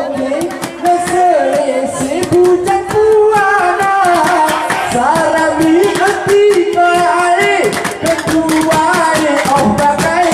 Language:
Gayo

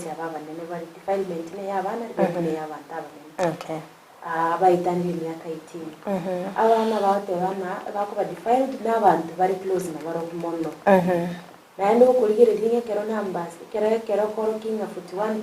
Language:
Gusii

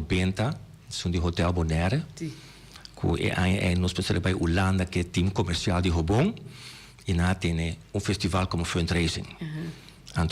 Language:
Papiamento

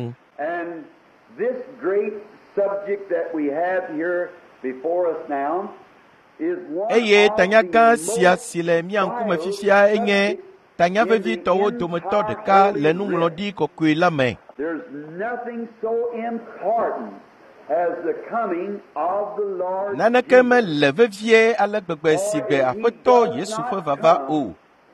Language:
Ewe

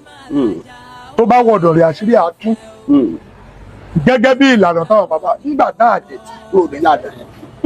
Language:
Yoruba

